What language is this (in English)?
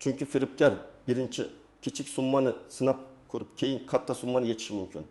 Uzbek